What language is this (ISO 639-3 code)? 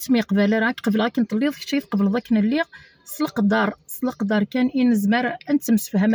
kab